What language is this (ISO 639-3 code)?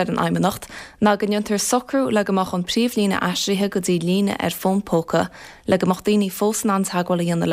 gle